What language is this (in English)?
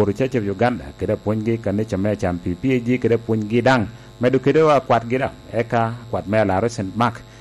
Lango (Uganda)